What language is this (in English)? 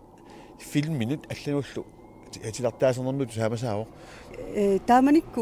Kalaallisut